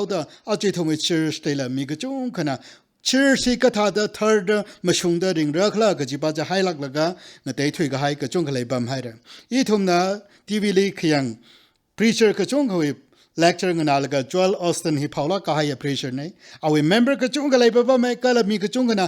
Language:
Tangkhul Naga (India)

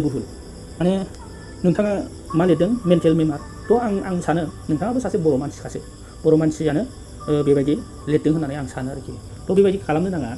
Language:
Bodo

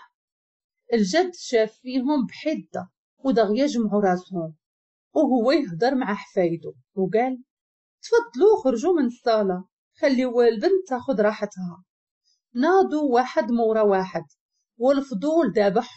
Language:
Moroccan Arabic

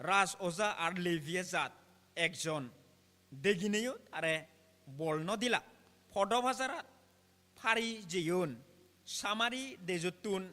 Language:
Chakma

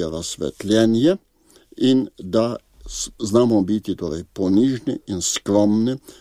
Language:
Slovenian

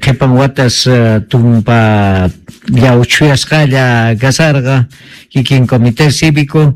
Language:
Quechua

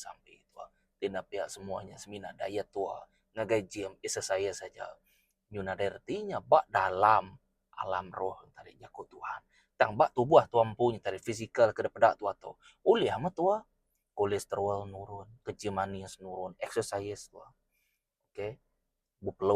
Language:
Iban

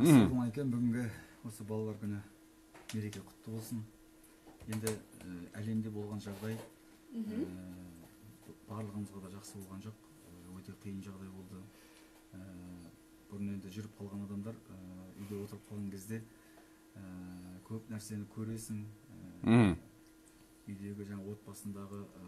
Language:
Kazakh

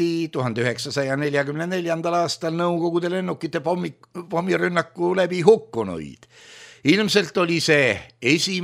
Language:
Estonian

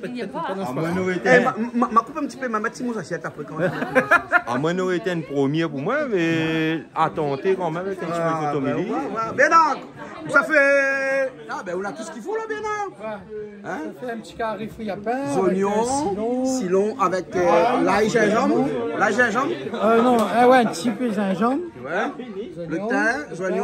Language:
Réunion Creole French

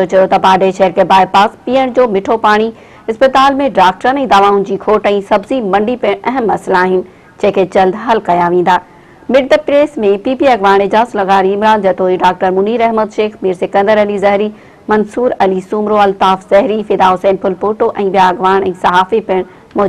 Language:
Sindhi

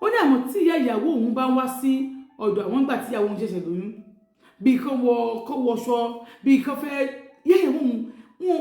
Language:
Yoruba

